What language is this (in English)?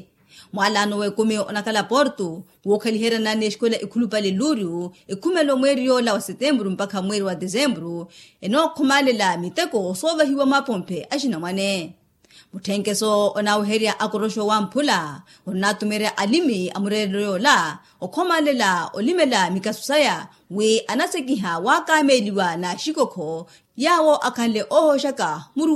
Makhuwa